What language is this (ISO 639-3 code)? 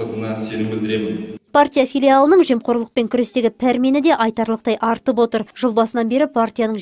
kaz